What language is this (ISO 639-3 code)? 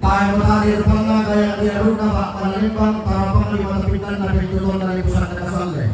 sda